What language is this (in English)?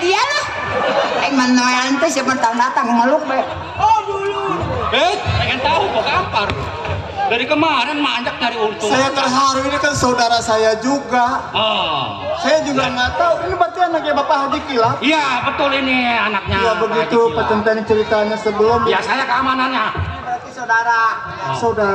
Betawi